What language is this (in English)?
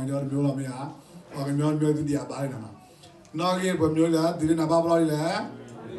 S'gaw Karen